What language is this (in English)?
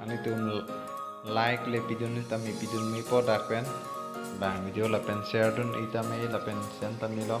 Karbi